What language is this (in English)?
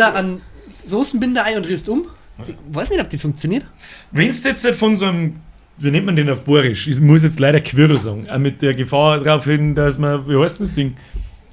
Bavarian